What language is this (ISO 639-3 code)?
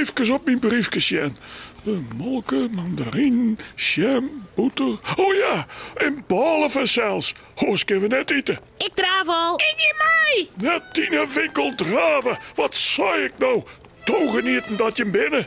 fry